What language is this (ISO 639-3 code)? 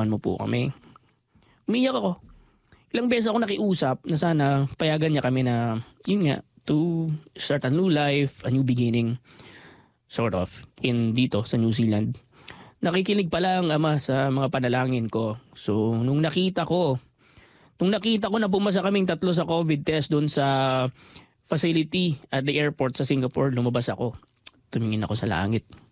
fil